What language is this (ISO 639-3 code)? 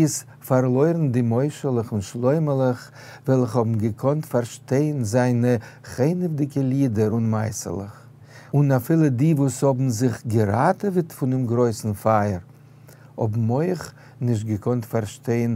yid